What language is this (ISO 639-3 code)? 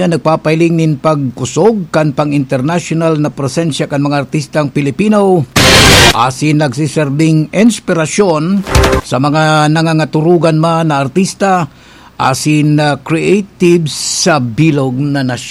bik